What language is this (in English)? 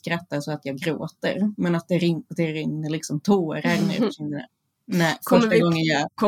Swedish